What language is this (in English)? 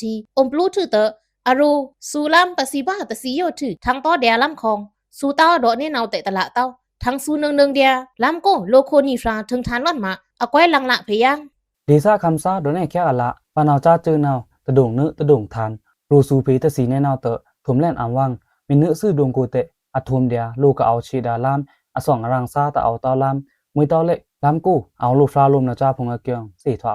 Pa'o Karen